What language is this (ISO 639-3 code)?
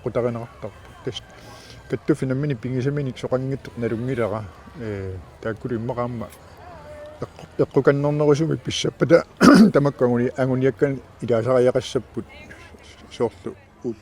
kal